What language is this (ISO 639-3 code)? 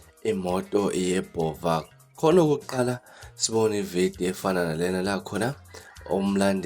zul